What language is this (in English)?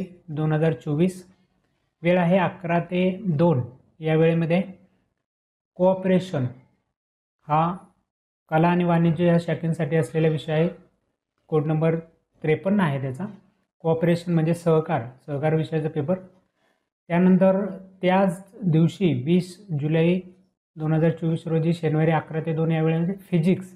Marathi